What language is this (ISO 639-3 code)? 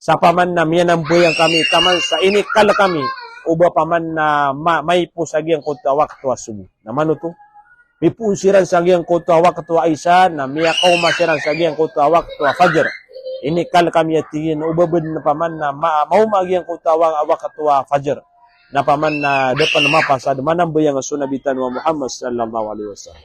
mrw